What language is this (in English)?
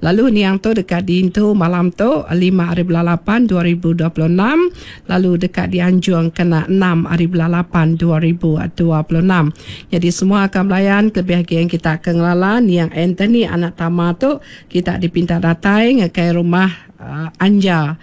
Iban